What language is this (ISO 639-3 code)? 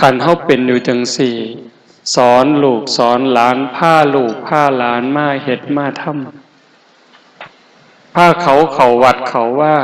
tts